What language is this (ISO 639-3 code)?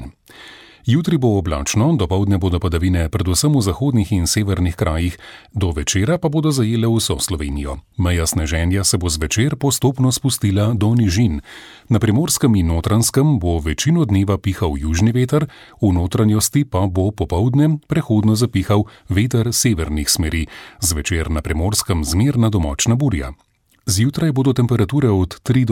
slv